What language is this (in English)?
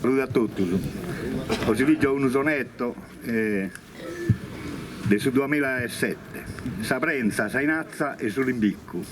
Sardinian